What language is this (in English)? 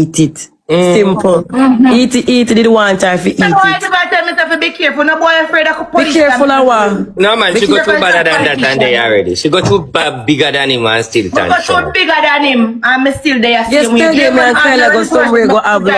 Jamaican Creole English